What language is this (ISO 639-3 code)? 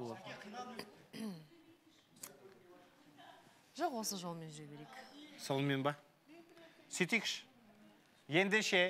kaz